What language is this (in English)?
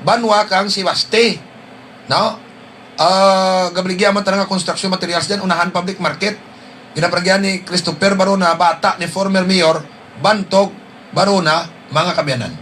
Hiligaynon